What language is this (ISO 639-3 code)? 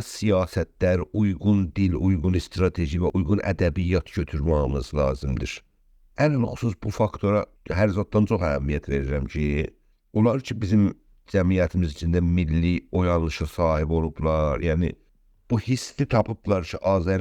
azb